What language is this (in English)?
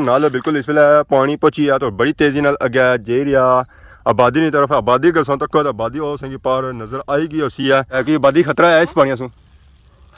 Pahari-Potwari